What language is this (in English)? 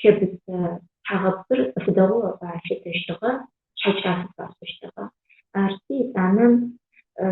Adyghe